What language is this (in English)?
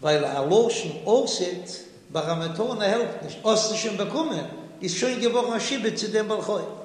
Yiddish